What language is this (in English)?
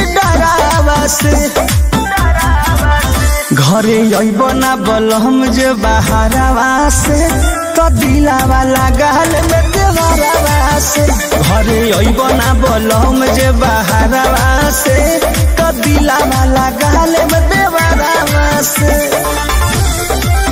Bhojpuri